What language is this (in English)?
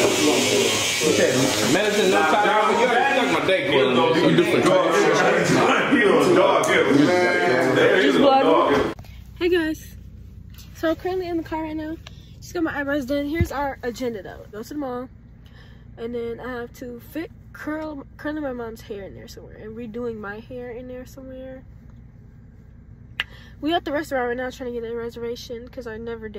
English